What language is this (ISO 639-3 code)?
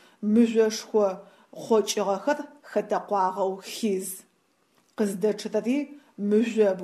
ady